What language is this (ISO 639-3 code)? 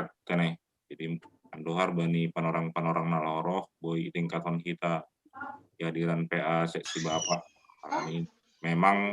bts